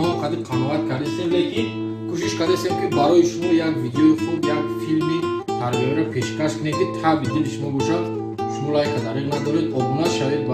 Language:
Tajik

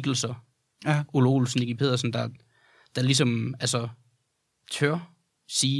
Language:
Danish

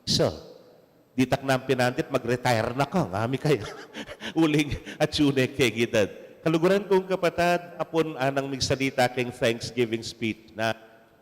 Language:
Pampanga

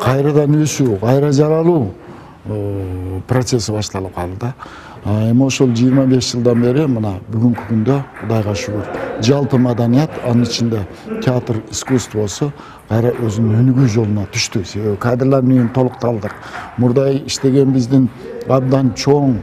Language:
Kyrgyz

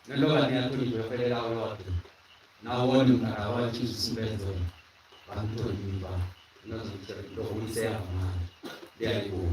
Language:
Venda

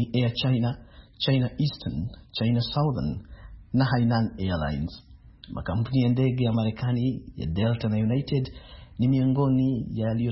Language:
Swahili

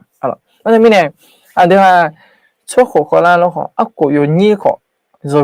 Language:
Akha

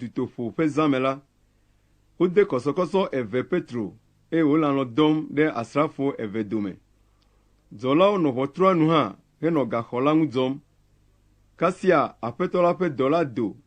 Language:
Ewe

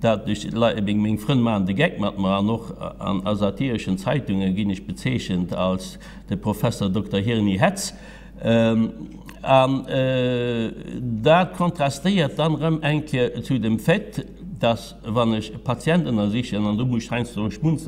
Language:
Luxembourgish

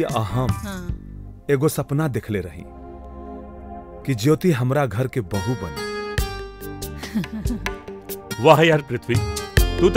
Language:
Bhojpuri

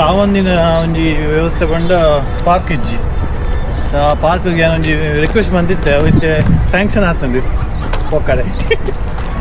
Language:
Tulu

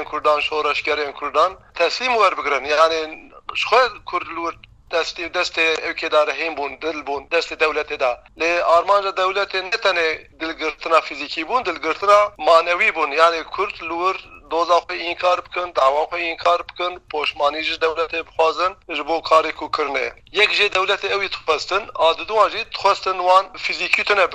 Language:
Kurdish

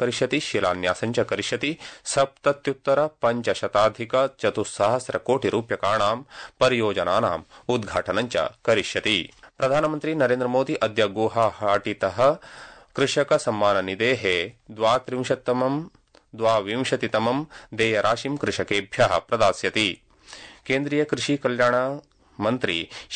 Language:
Sanskrit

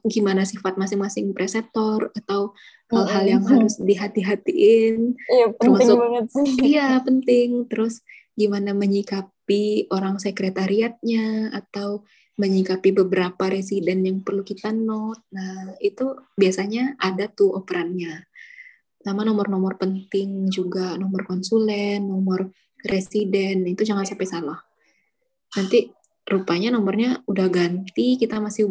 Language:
Indonesian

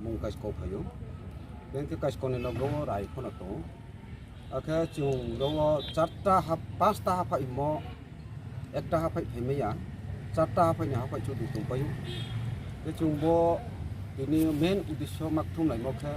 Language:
Riang (India)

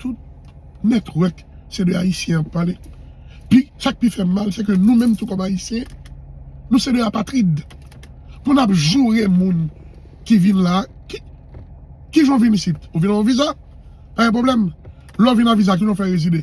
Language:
Haitian Creole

